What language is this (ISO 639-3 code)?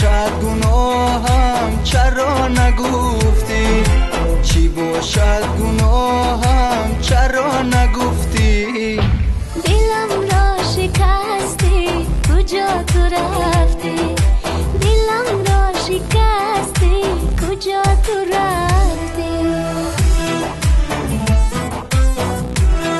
fas